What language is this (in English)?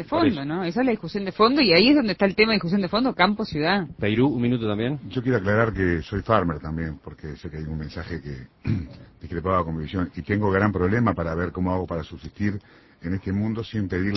Spanish